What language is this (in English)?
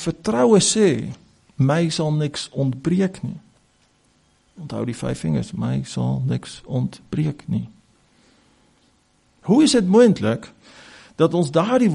Afrikaans